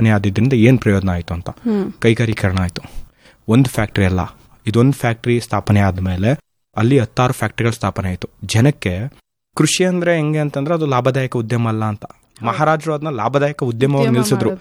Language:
Kannada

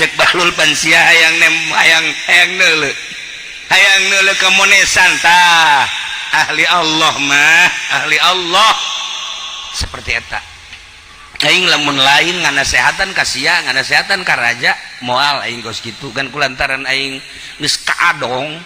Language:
Sundanese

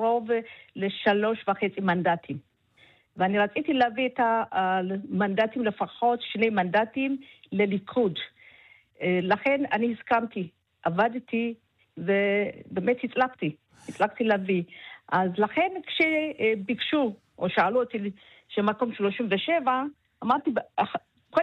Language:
Hebrew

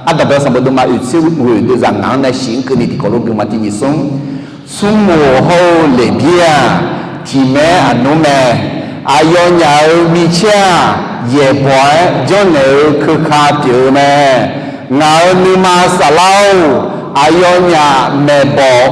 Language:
Akha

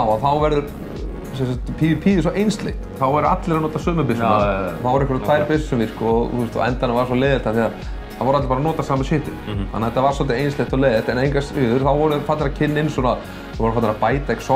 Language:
Icelandic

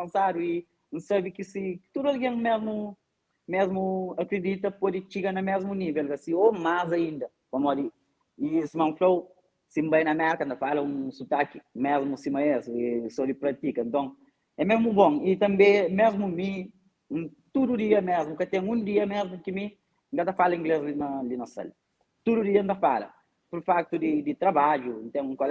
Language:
Kabuverdianu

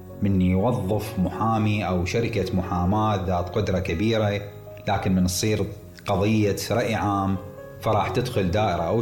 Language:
Mesopotamian Arabic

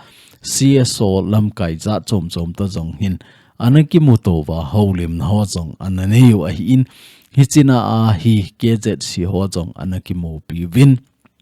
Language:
Thado Chin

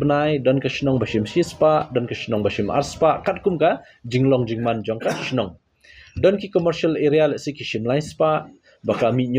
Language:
Khasi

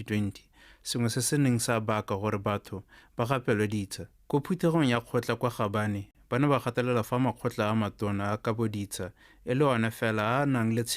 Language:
Tswana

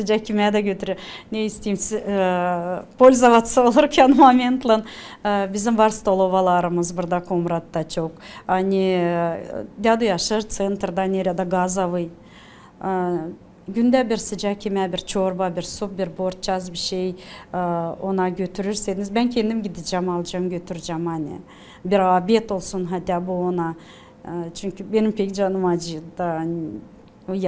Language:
Gagauz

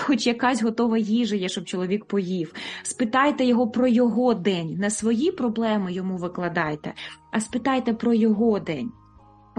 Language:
Ukrainian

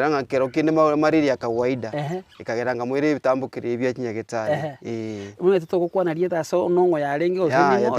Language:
Gusii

